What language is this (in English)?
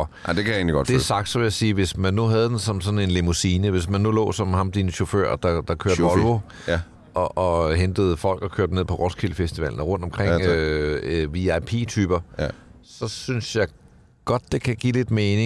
Danish